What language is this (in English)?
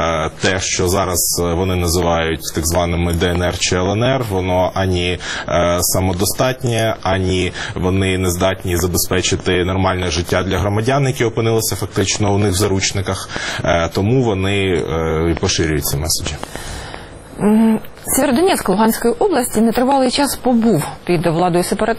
Ukrainian